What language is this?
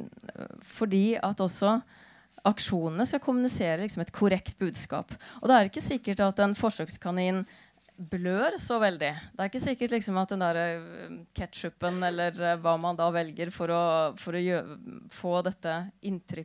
Norwegian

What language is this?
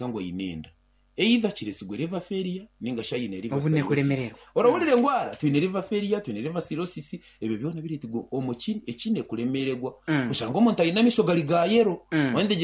Nyankole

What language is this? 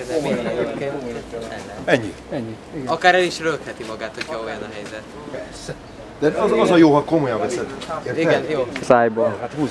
Hungarian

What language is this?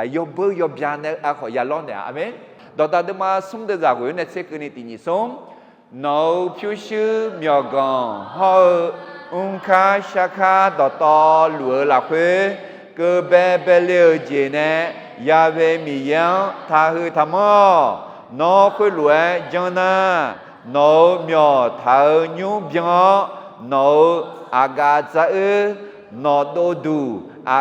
Akha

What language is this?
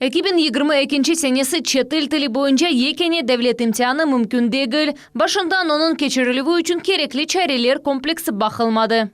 Crimean Tatar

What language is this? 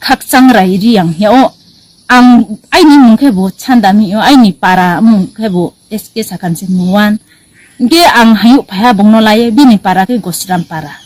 Riang (India)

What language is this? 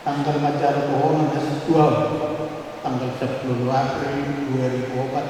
Batak Toba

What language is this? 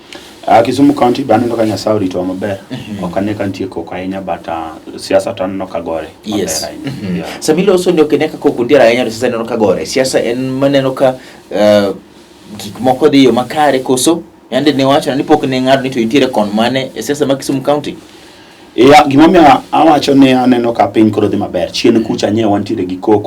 Luo (Kenya and Tanzania)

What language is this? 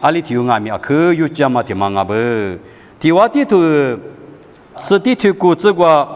Lisu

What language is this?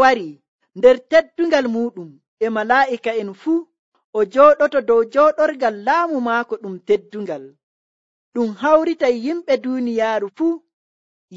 Nigerian Fulfulde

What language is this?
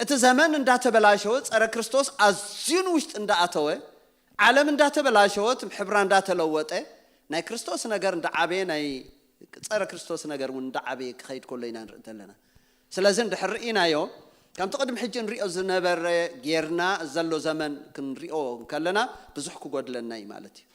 Tigrinya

